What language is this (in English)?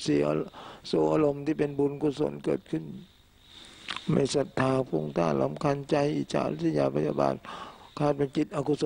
Thai